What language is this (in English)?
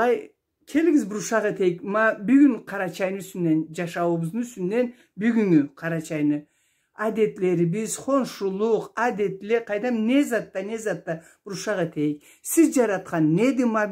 Karachay-Balkar